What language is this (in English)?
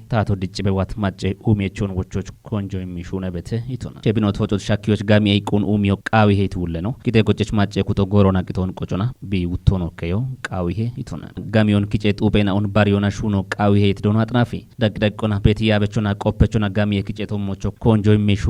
Kafa